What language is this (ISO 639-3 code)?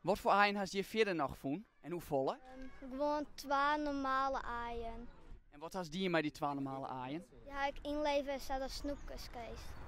fry